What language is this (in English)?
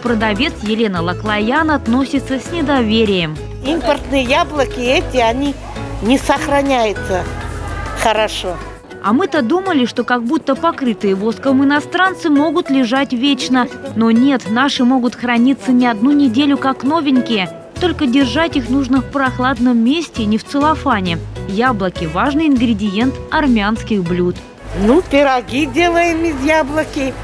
Russian